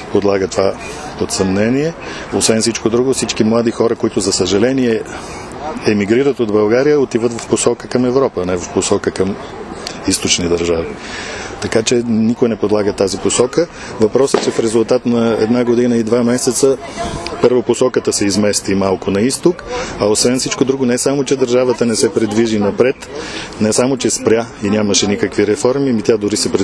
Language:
Bulgarian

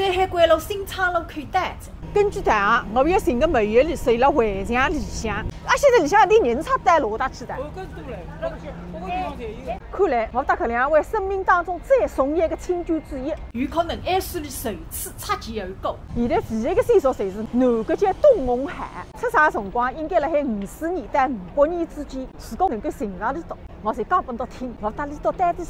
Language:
Wu Chinese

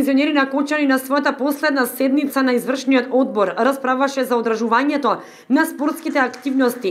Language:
Macedonian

